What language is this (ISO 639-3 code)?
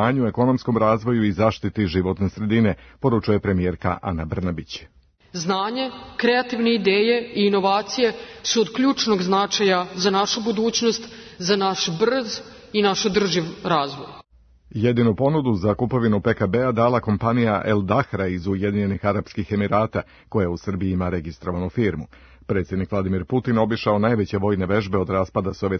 srp